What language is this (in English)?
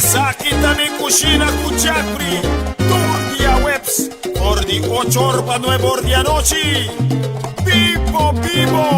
Papiamento